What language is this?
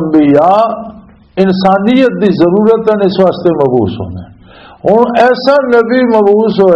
Western Panjabi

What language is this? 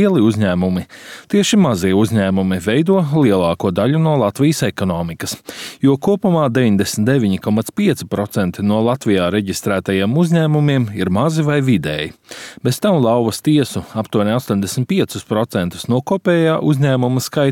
Latvian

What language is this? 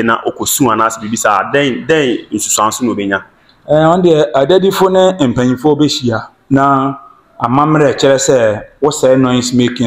Akan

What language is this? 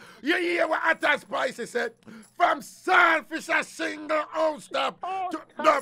Jamaican Creole English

